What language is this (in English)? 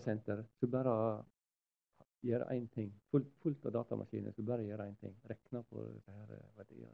Norwegian